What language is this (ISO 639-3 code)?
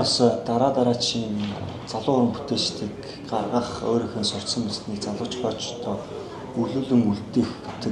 mon